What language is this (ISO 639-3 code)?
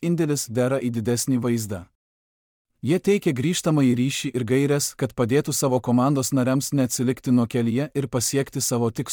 lit